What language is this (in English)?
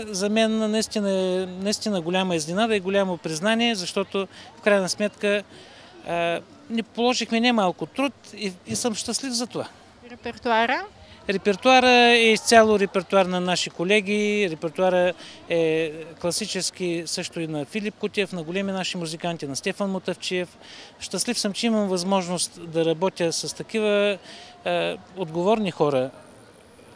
Bulgarian